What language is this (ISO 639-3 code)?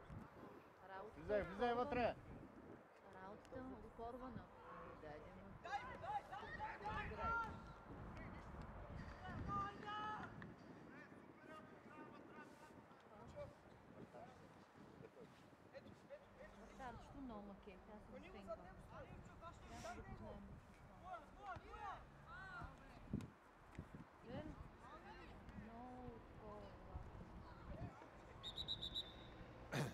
bul